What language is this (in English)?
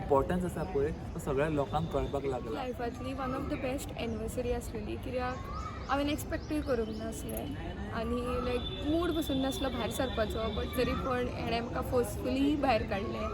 Konkani